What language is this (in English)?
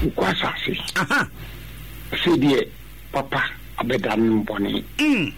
Akan